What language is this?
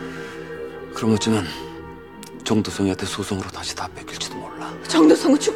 Korean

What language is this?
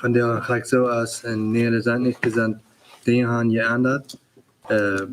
Plautdietsch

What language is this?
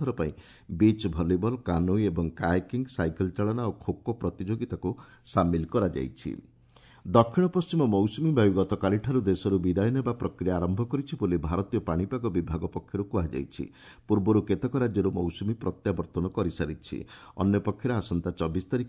Odia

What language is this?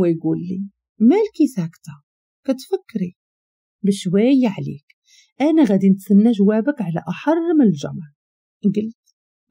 Moroccan Arabic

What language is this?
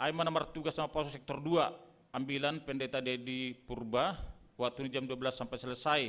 Batak Simalungun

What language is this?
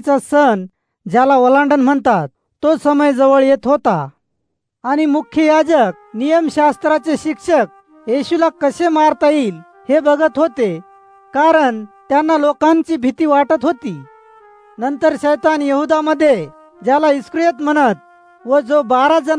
Marathi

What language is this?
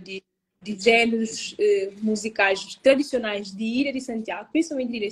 Kabuverdianu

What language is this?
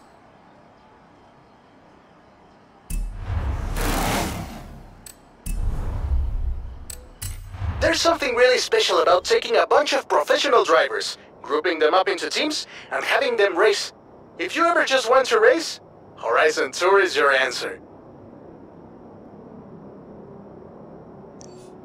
English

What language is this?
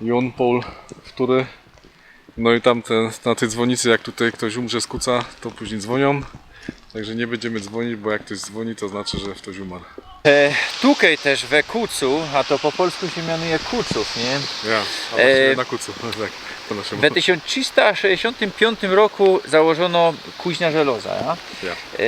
Silesian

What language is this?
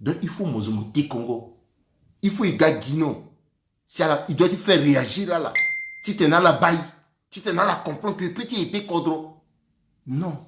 Sango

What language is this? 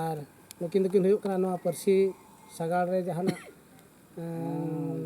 Santali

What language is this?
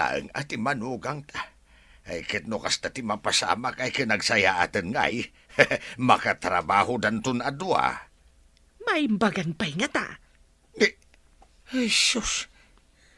Iloko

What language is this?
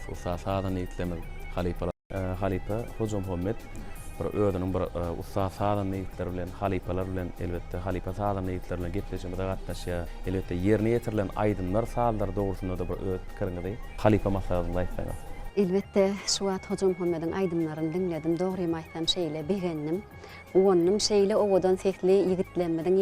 Turkmen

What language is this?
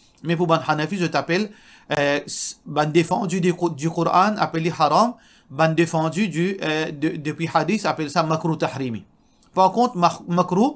Morisyen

